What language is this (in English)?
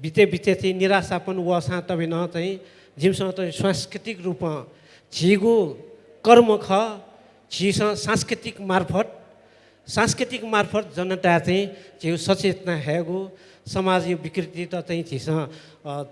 Newari